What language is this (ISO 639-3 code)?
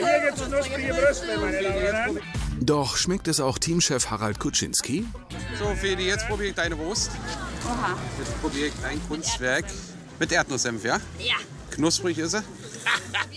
deu